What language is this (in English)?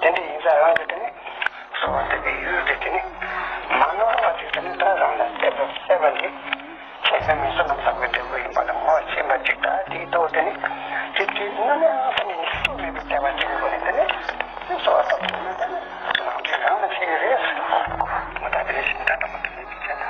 Tibetan